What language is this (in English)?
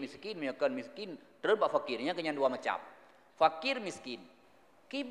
Achinese